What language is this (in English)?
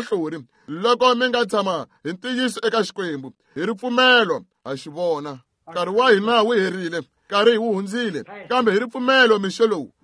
Tsonga